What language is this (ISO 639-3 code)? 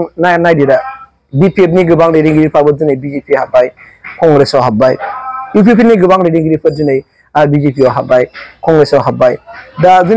brx